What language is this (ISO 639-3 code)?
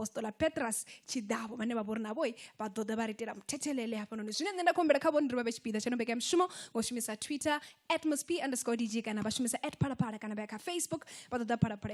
ven